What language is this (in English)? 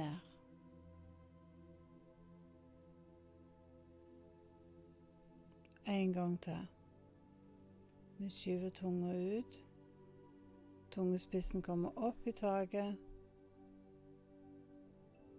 Norwegian